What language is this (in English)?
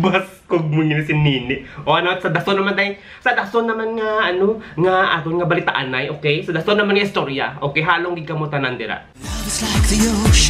Hiligaynon